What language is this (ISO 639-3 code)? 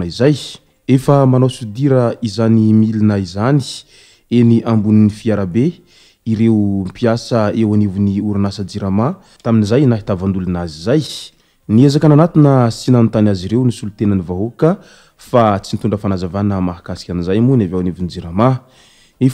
mlg